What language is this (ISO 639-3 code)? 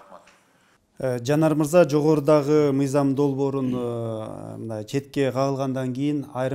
kir